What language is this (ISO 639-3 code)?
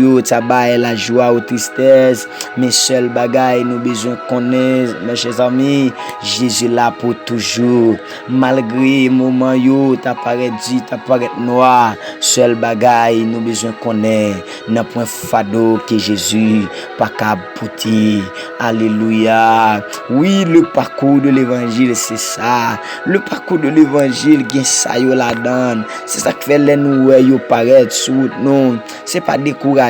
hat